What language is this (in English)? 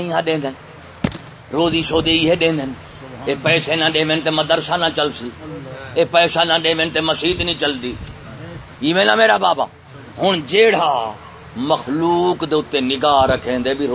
Saraiki